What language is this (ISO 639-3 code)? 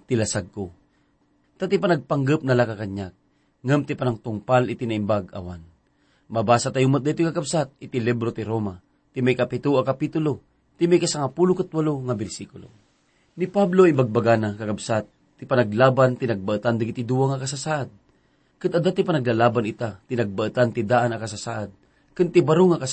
ilo